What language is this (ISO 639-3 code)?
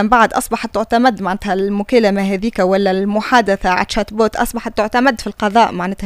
aeb